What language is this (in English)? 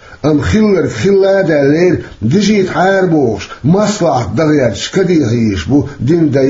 Chechen